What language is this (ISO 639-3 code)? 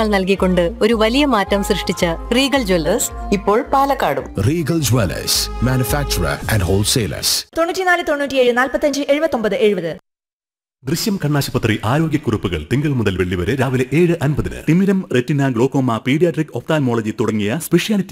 mal